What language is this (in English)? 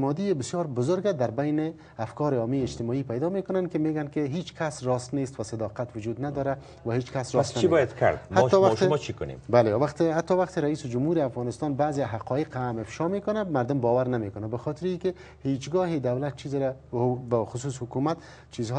Persian